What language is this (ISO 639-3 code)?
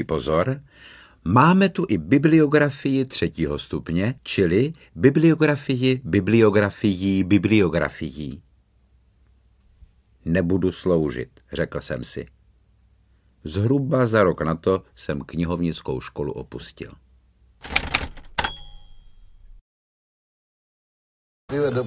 ces